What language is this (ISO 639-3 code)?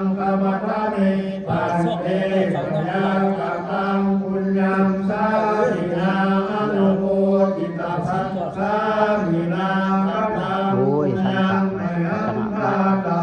pli